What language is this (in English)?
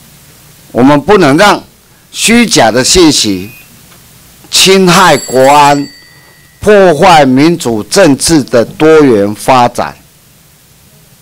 Chinese